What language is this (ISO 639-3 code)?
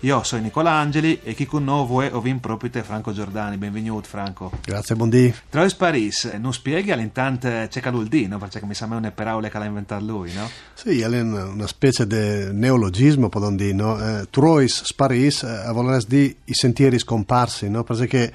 fur